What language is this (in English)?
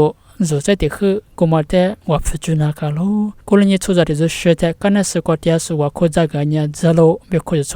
Lisu